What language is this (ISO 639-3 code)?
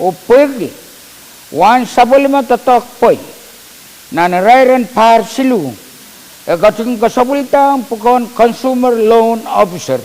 pon